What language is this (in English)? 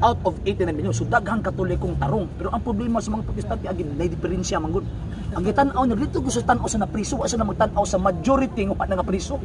Cebuano